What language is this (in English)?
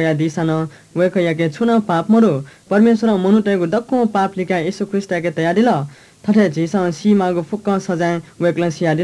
Newari